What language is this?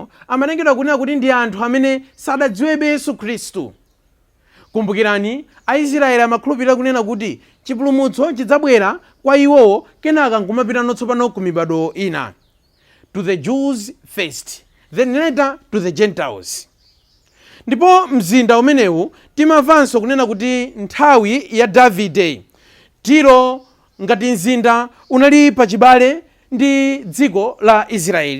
Nyanja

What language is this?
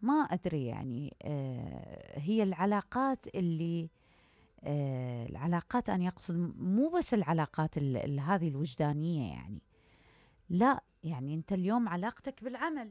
Mesopotamian Arabic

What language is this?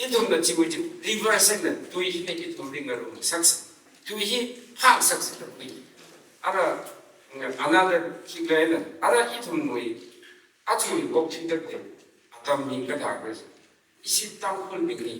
Tangkhul Naga (India)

